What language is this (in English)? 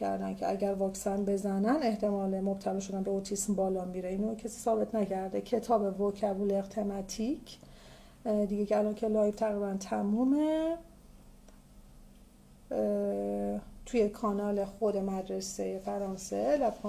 Persian